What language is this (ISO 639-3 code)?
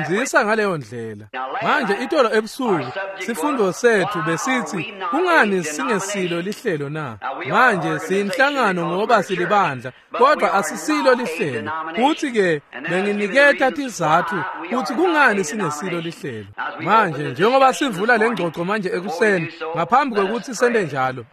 ssw